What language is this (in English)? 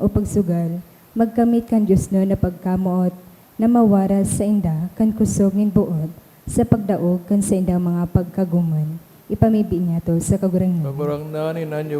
Bikol